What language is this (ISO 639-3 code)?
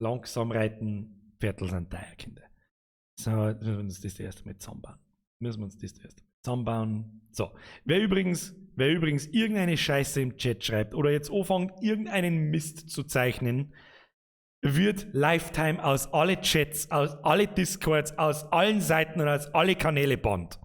bar